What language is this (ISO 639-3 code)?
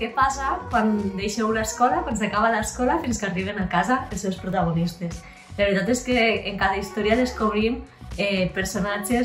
cat